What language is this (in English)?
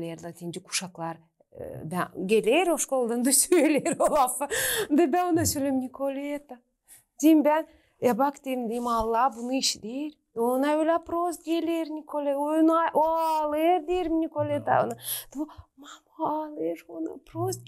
Gagauz